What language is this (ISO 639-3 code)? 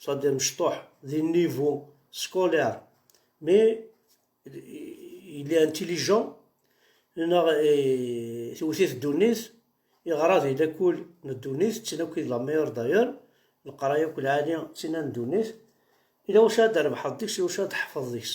kab